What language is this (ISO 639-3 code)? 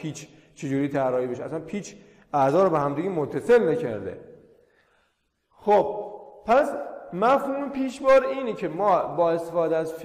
fas